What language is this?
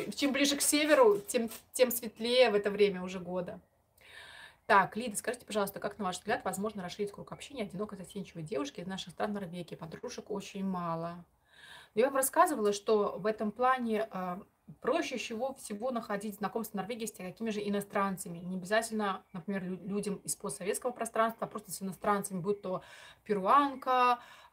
Russian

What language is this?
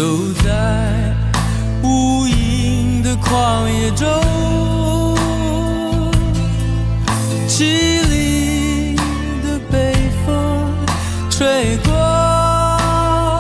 Chinese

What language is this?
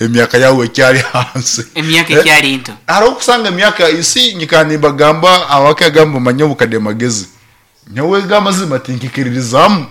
Nyankole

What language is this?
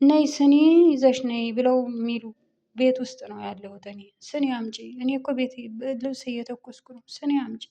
Amharic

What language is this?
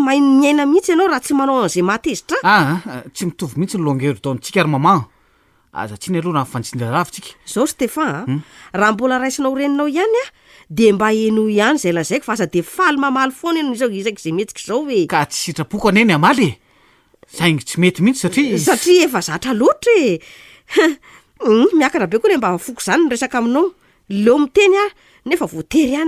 Malagasy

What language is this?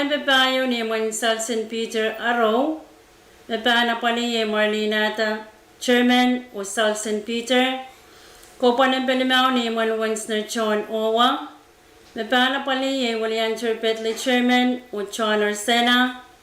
Pohnpeian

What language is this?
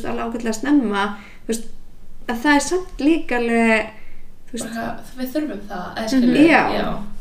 Icelandic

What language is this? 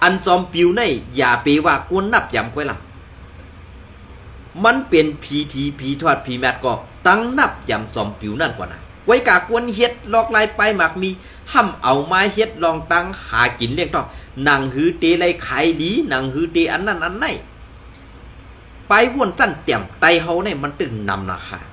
Shan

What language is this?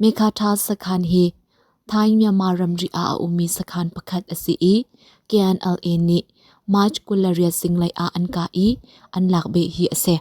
Hakha Chin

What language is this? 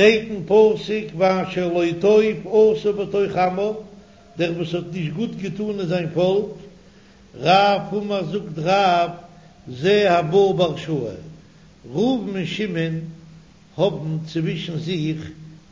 Yiddish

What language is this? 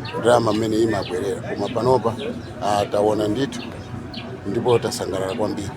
Nyanja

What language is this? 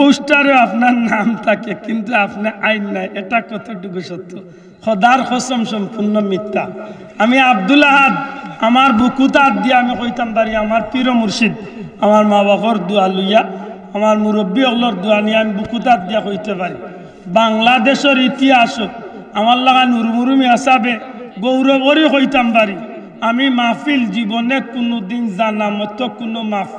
Sylheti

